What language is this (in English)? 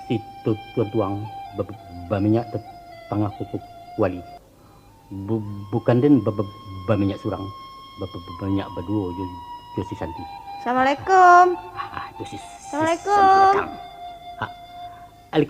Minangkabau